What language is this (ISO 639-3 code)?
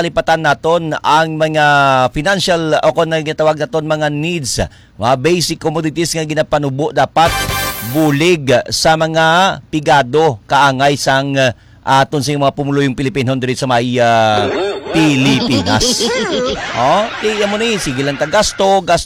hil